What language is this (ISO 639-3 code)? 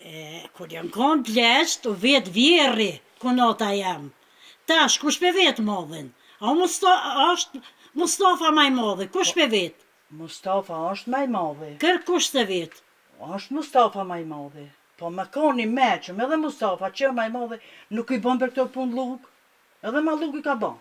sqi